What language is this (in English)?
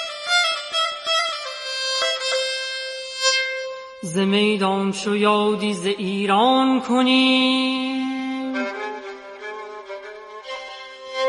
Persian